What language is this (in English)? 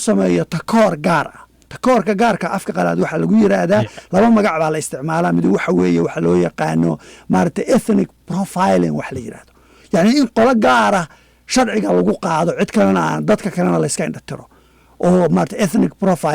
Somali